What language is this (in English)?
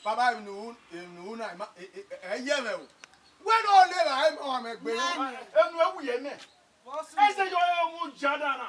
Bini